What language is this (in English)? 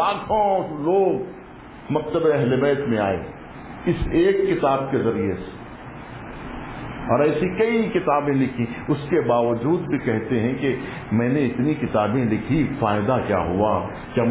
Urdu